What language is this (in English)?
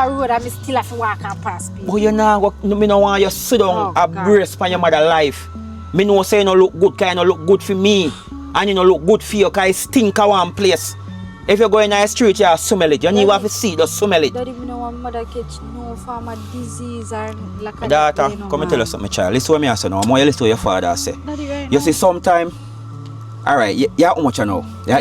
Jamaican Creole English